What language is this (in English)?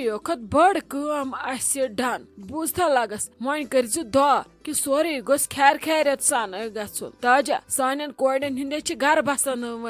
Kashmiri